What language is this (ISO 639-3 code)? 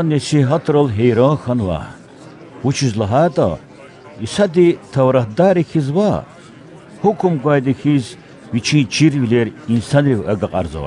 lez